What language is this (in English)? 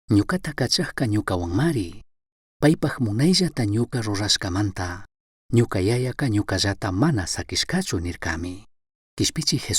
Chimborazo Highland Quichua